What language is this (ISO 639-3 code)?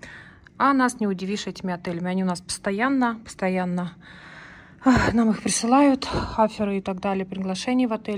rus